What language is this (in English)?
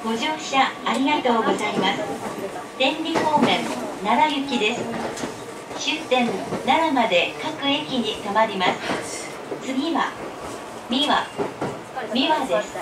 Japanese